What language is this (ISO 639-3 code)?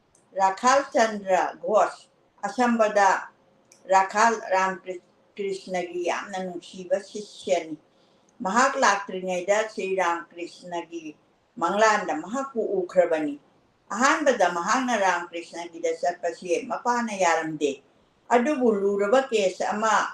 mni